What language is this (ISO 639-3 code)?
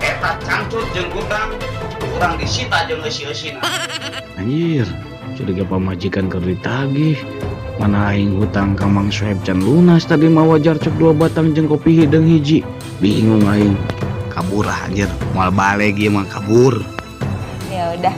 sun